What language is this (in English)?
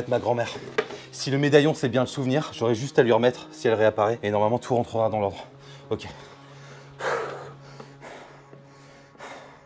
French